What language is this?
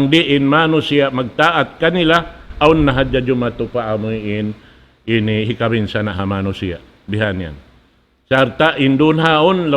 Tausug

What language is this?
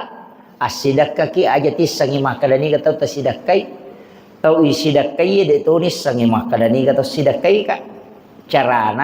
Buginese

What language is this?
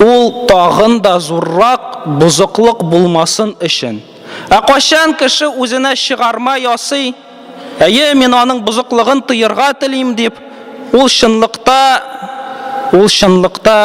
Tatar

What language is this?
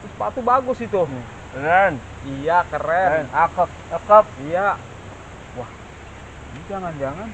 Betawi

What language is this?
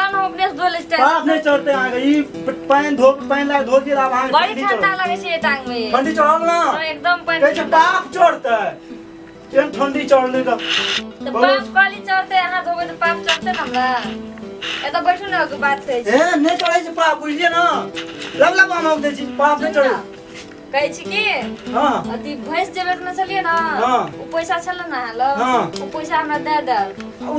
Maithili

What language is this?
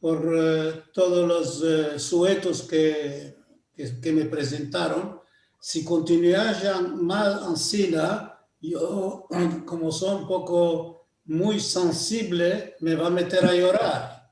Ladino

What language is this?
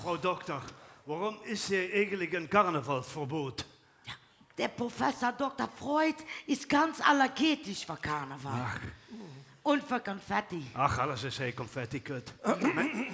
Limburgish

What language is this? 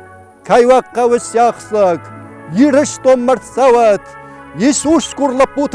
Ossetic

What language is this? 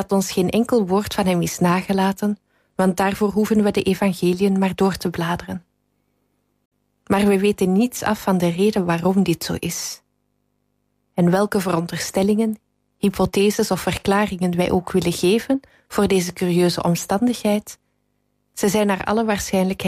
Dutch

